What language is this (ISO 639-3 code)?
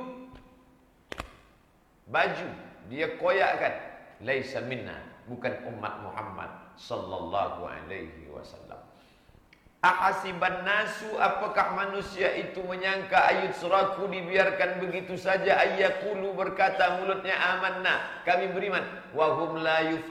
ind